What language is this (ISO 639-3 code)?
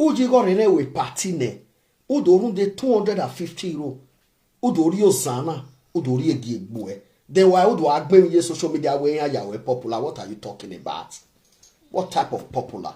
pcm